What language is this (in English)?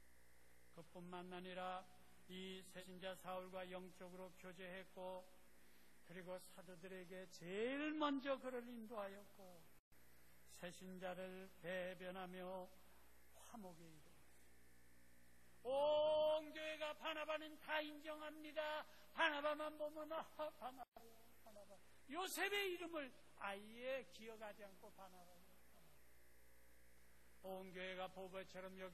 Korean